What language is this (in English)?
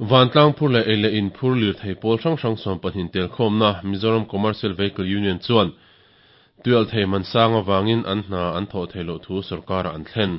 Mizo